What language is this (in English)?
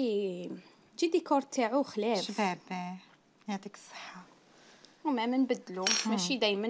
Algerian Arabic